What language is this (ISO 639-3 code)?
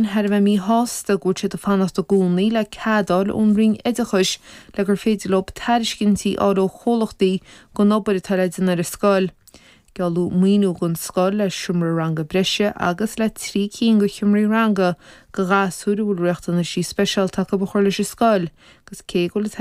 gle